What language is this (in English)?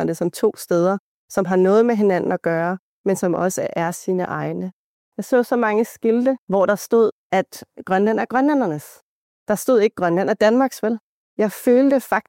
Danish